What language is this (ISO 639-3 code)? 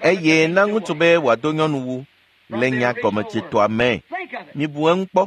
ewe